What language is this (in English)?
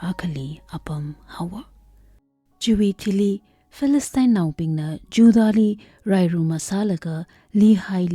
Tangkhul Naga (India)